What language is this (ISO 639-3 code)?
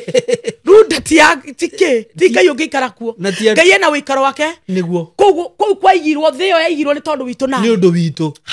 kik